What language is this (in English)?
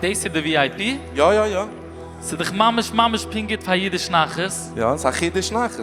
Yiddish